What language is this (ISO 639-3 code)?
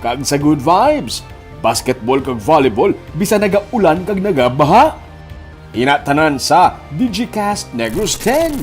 hil